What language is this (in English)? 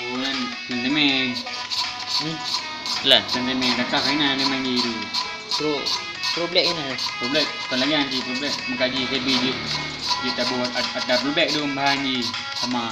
Achinese